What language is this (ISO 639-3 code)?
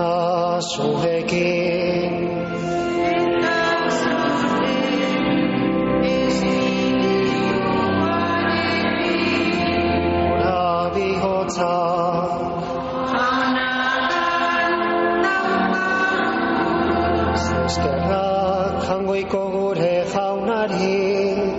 eus